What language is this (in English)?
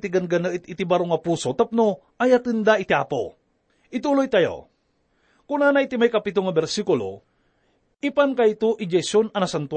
Iloko